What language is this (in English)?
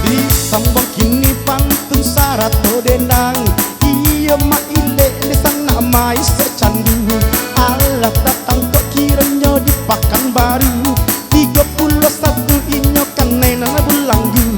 Minangkabau